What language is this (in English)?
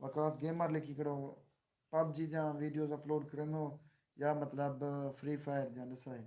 Saraiki